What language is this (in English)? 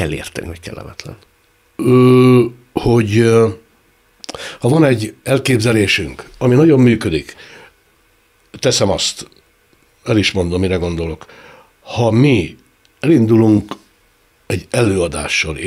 Hungarian